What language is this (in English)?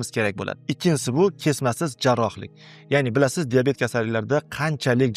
Uzbek